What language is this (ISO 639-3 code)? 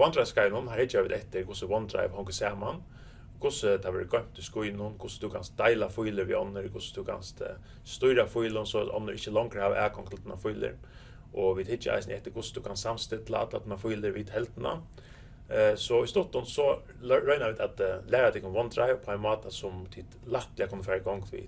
fao